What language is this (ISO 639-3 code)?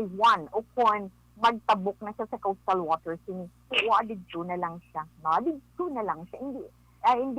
hil